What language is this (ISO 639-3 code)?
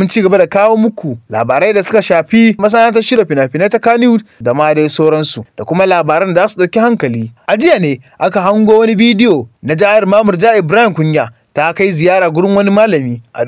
hau